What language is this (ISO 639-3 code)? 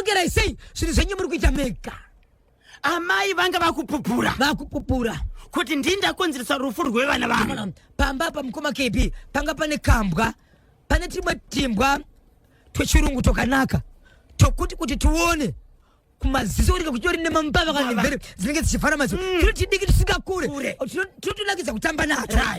sna